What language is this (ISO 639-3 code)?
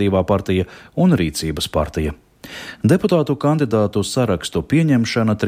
lav